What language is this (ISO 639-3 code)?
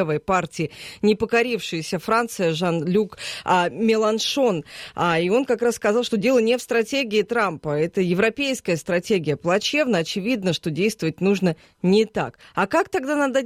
rus